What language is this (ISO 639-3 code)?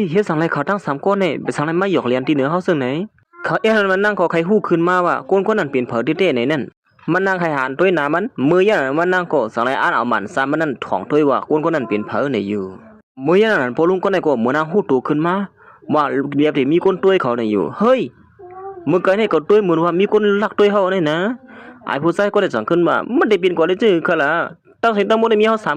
shn